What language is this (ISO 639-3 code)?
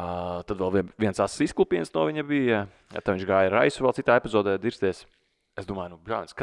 lav